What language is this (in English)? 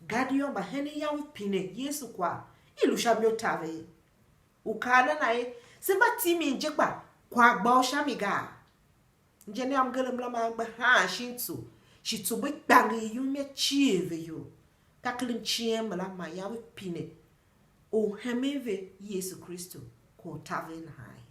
Tiv